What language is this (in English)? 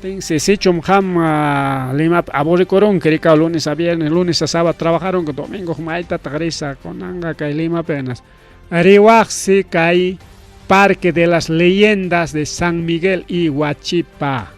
Ayacucho Quechua